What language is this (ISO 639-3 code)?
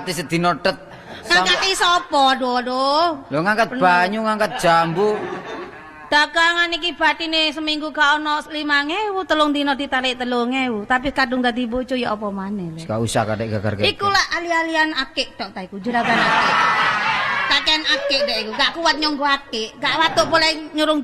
jav